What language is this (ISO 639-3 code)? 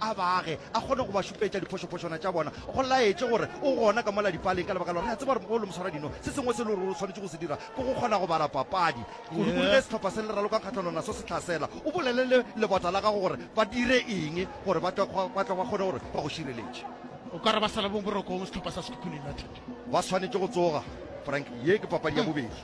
nso